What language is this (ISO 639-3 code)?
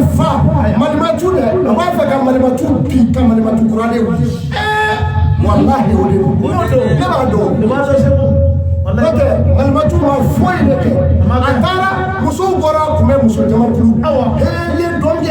bam